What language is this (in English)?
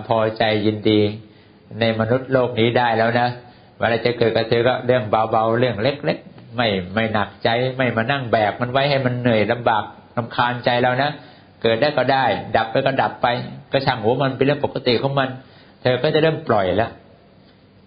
Thai